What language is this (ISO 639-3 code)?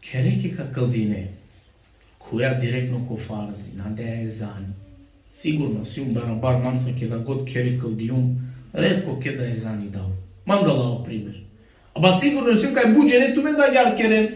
rmn